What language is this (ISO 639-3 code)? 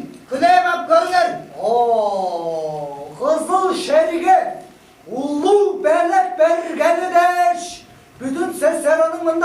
tyv